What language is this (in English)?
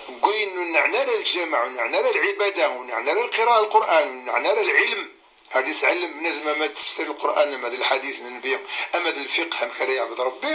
Kabyle